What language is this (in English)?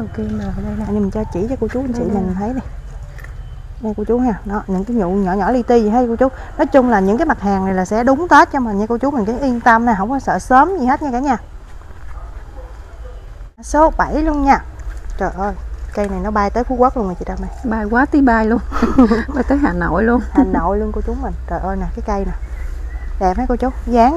Vietnamese